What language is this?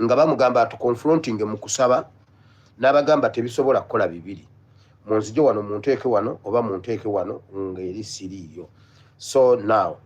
Ganda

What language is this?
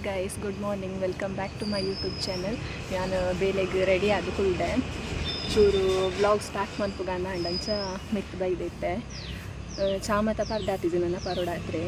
Tulu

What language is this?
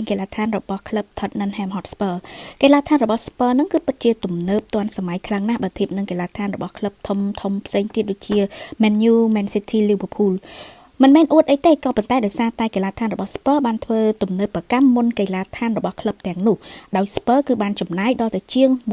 Khmer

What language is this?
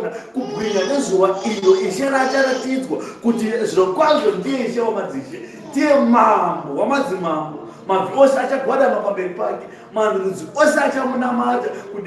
Shona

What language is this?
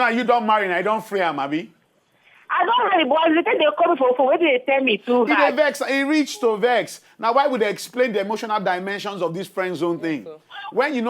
Nigerian Pidgin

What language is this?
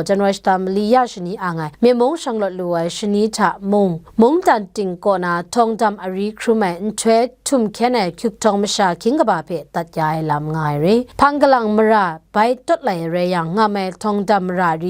Kachin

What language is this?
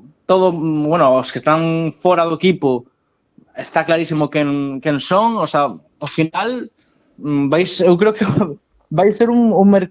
Galician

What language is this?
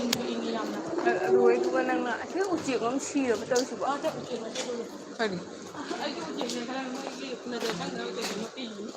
Manipuri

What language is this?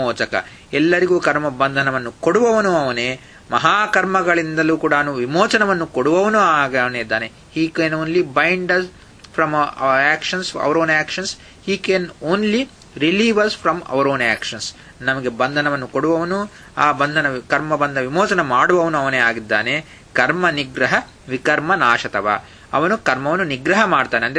Kannada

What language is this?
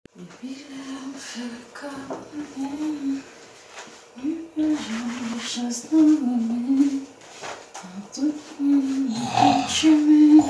Haitian Creole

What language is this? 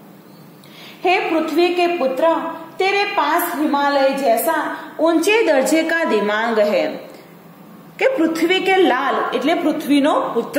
Gujarati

